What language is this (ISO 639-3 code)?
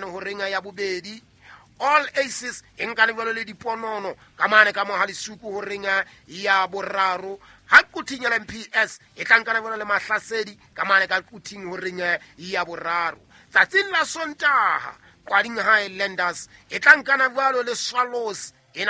sot